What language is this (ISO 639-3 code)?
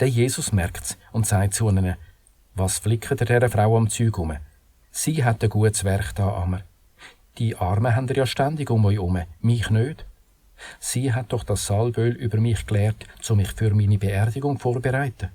gsw